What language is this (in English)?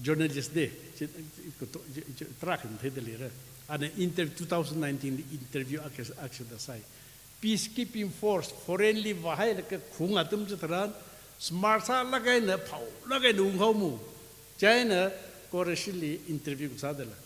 Tangkhul Naga (India)